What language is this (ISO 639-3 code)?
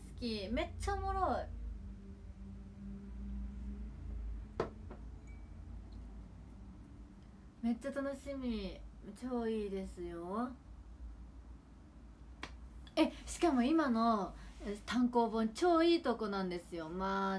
jpn